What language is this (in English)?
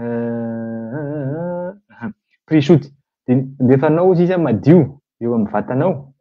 Malagasy